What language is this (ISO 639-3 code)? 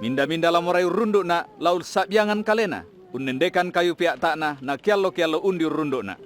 sda